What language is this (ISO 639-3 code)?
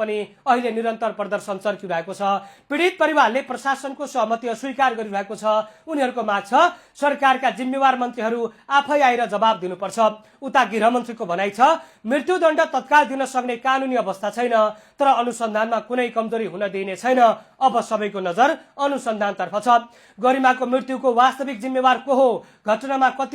nep